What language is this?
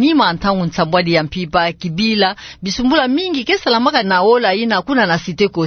Kituba (Democratic Republic of Congo)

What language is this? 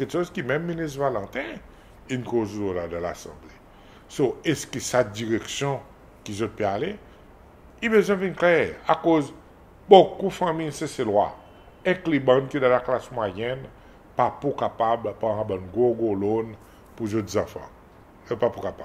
Seselwa Creole French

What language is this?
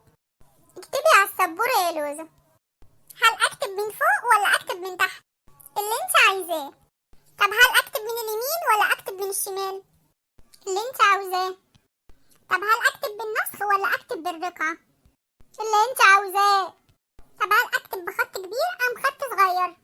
Egyptian Arabic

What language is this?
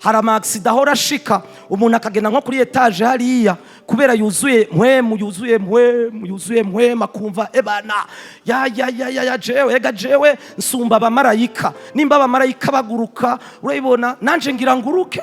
Rundi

